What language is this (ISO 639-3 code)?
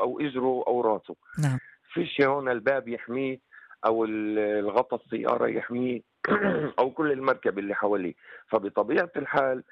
apc